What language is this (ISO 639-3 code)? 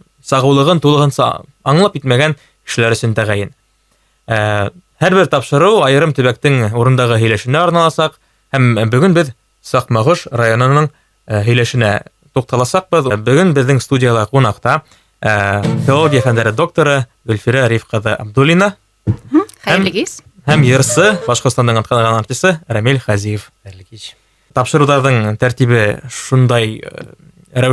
bak